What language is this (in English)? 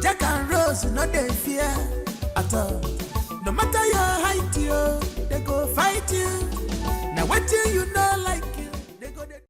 Nigerian Pidgin